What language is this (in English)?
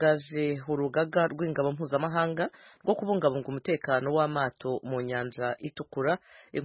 Kinyarwanda